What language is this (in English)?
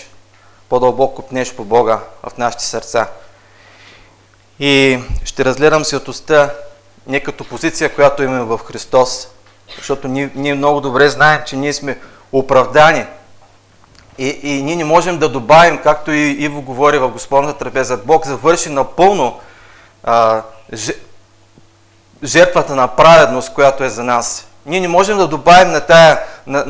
Bulgarian